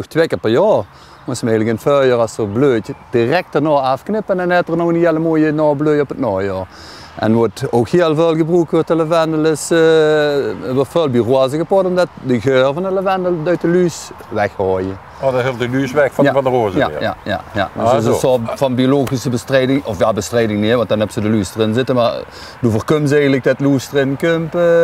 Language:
Limburgish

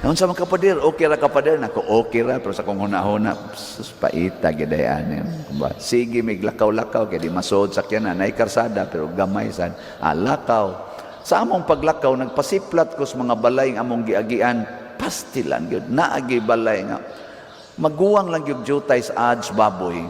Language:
Cebuano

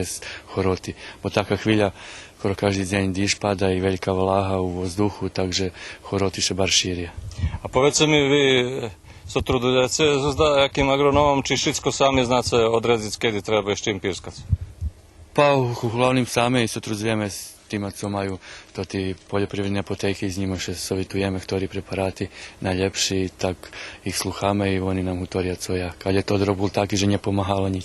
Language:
Rusyn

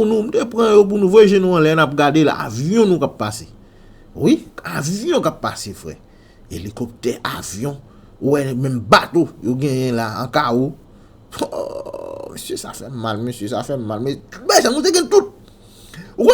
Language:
Haitian Creole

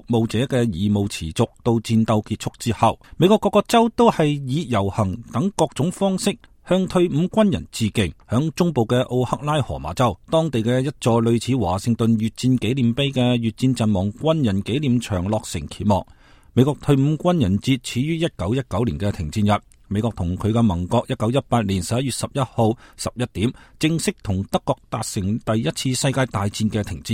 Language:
Cantonese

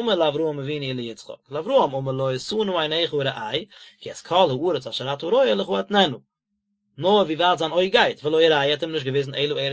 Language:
Yiddish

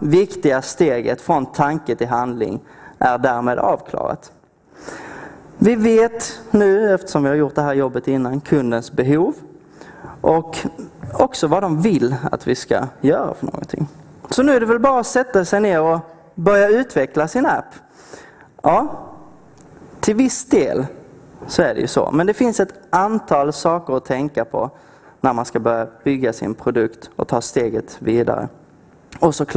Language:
Swedish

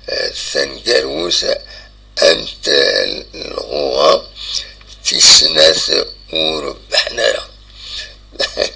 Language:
Kabyle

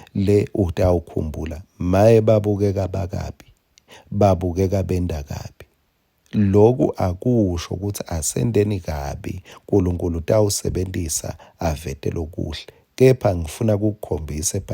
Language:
Swati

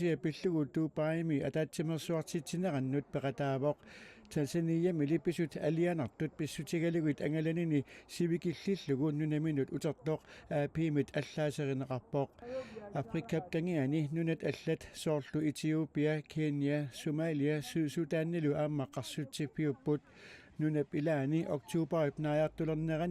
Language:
Kalaallisut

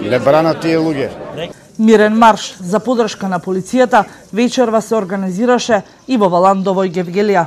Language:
Macedonian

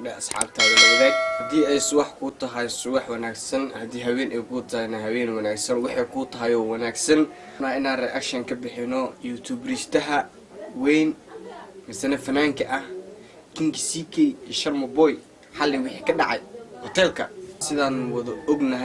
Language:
Somali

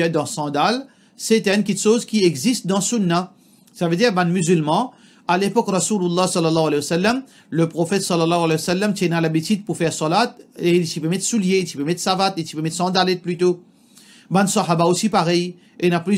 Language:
Morisyen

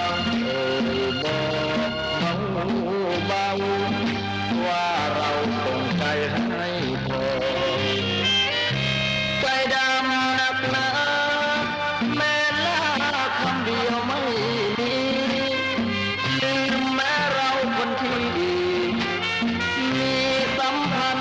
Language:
Thai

